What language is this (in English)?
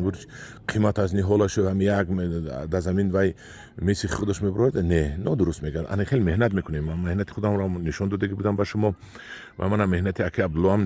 Tajik